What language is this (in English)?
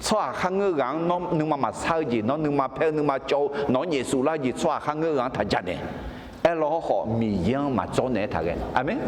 Akha